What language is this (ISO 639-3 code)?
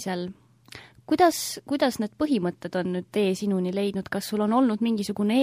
est